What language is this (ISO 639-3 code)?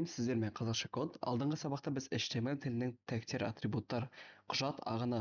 kaz